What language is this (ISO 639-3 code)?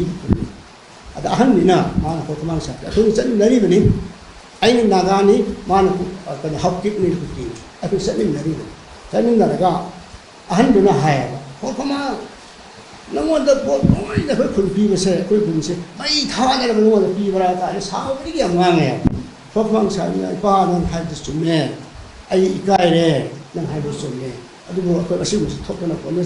mni